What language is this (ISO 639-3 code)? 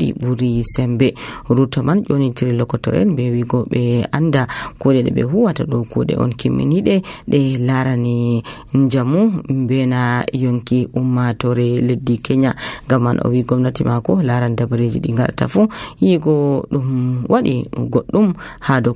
fuv